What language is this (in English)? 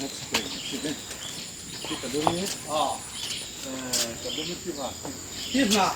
Falam Chin